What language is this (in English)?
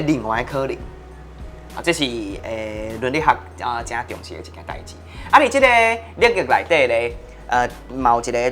Min Nan Chinese